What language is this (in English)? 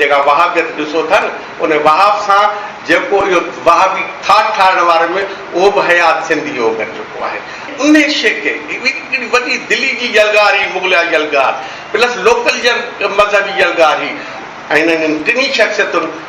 Sindhi